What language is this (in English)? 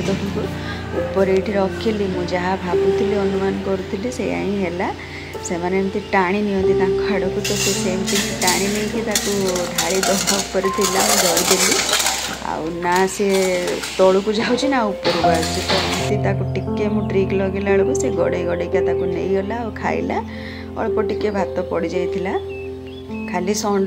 Odia